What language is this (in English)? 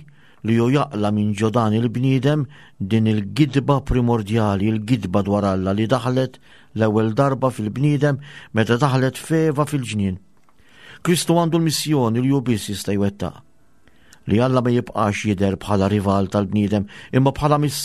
Maltese